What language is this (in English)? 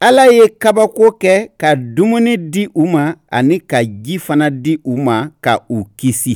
Bambara